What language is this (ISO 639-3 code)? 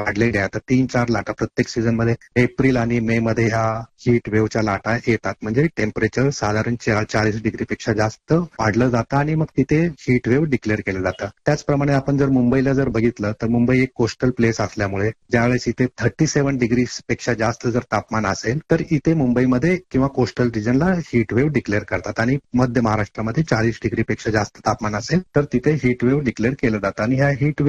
mar